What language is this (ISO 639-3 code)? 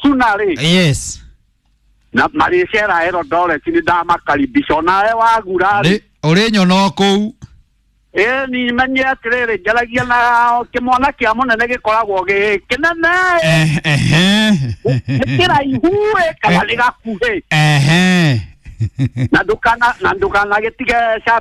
kik